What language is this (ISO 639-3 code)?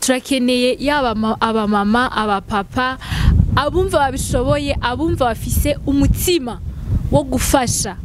run